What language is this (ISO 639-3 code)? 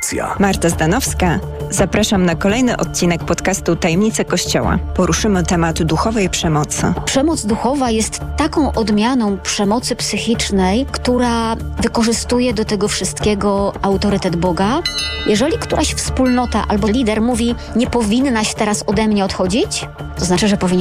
pol